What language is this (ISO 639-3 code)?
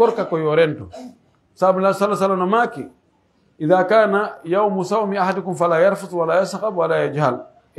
fuf